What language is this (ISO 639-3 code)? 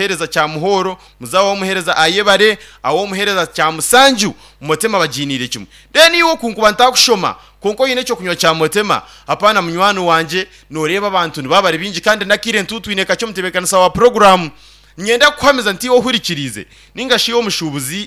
nyn